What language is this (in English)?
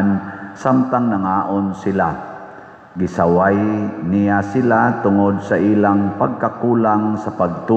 Cebuano